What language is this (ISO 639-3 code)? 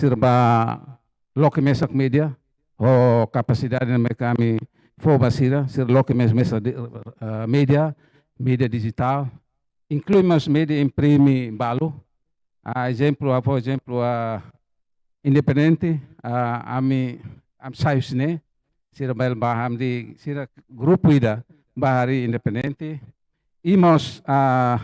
tet